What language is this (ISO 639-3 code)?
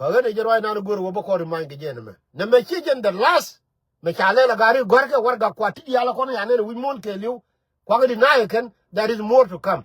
nus